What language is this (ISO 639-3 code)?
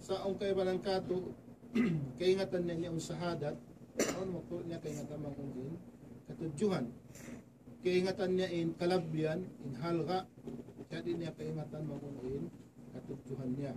tsg